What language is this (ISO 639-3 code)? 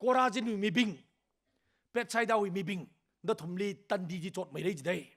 nmf